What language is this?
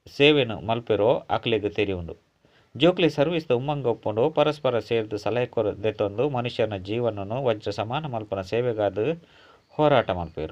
Tulu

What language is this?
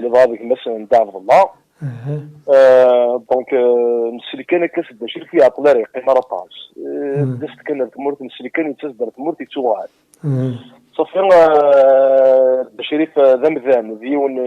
Kabyle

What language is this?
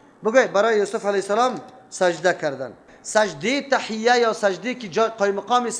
Persian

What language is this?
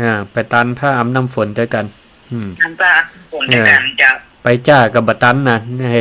Northern Thai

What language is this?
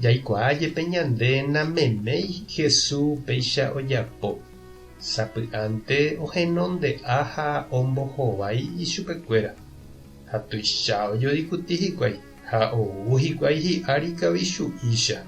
Guarani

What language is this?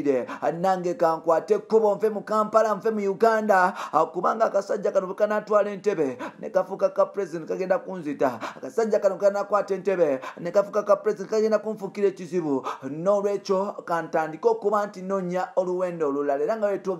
Ganda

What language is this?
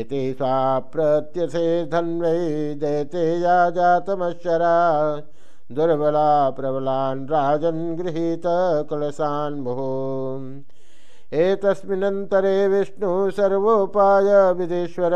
Sanskrit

